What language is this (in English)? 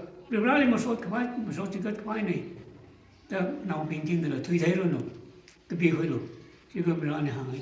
Tangkhul Naga (India)